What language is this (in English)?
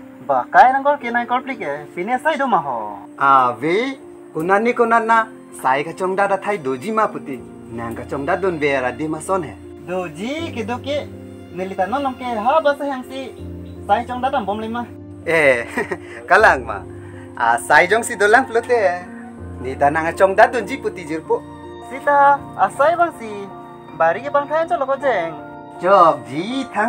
Karbi